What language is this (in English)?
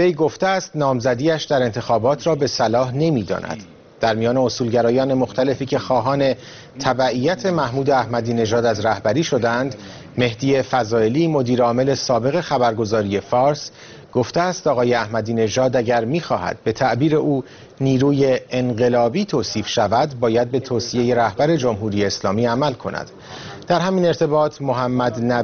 Persian